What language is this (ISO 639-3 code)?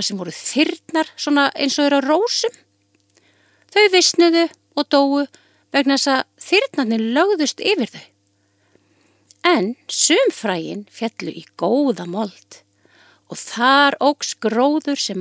isl